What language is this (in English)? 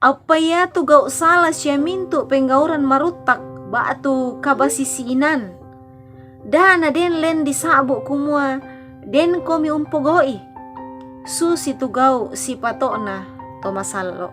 Toraja-Sa'dan